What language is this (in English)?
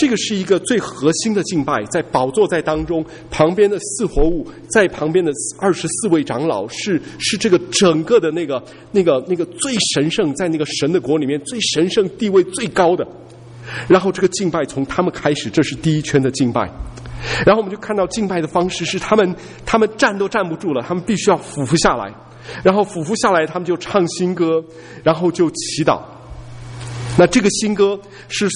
Chinese